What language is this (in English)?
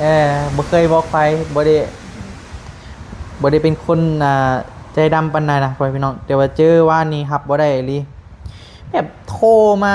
Northeastern Thai